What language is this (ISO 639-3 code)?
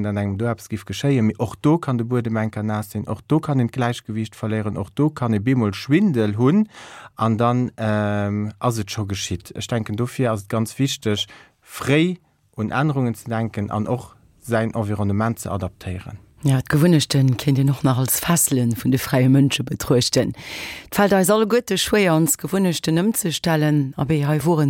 ltz